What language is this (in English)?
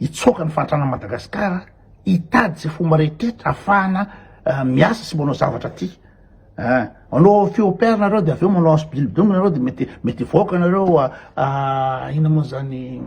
Malagasy